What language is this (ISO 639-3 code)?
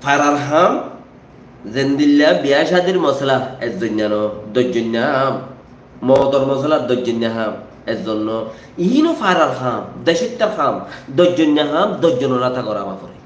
rhg